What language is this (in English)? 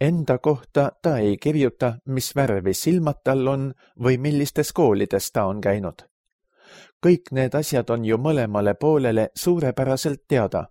Estonian